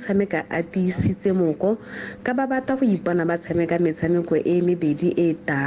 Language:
Tswana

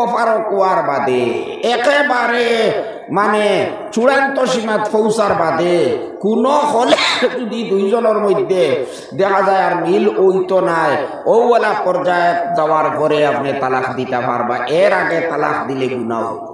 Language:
Sylheti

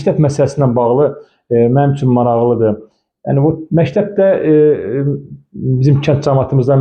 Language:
Azerbaijani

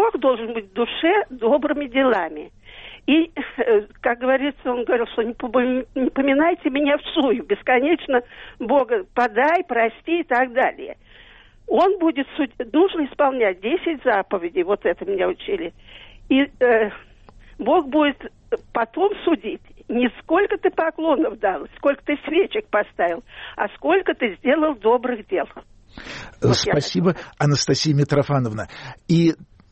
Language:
Russian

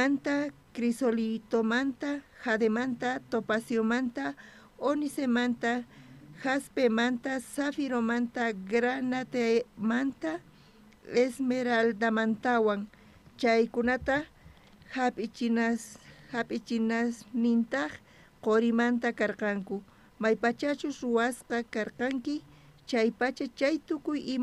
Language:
South Bolivian Quechua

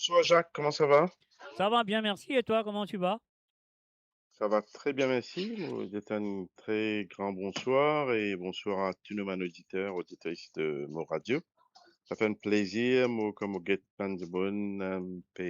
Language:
Morisyen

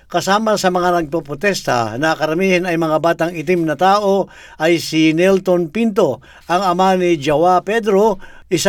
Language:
Filipino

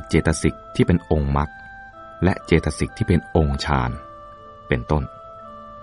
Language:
Thai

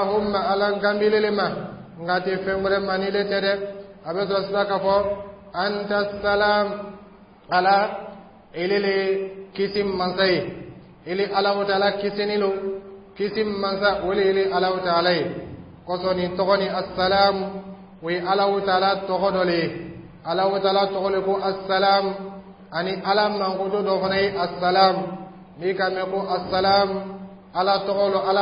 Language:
Dyula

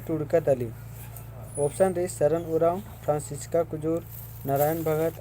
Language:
Kurukh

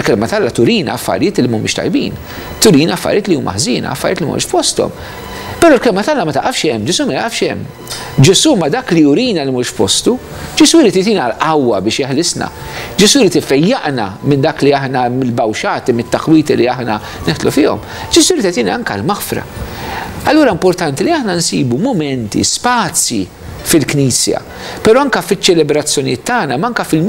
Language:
Maltese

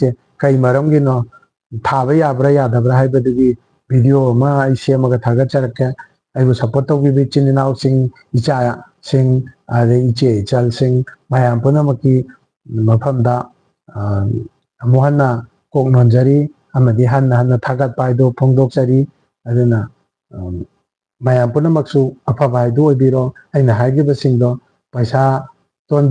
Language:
Manipuri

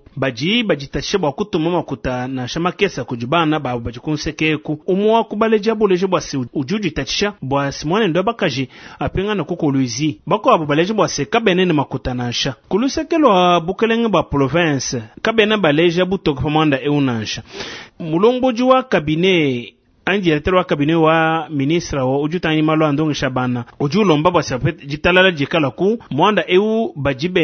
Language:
Luba-Lulua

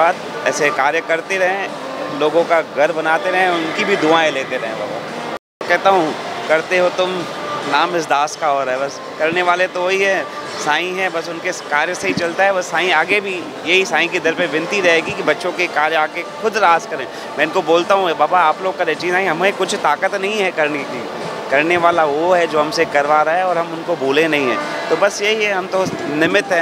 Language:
Hindi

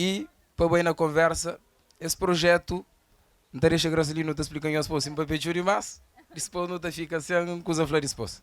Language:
Kabuverdianu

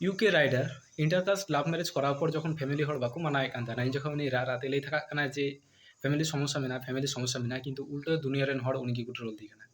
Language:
Santali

